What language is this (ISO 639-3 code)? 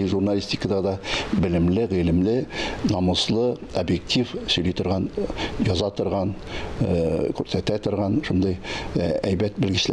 tat